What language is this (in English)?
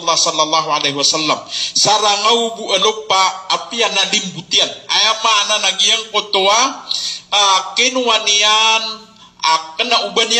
Maranao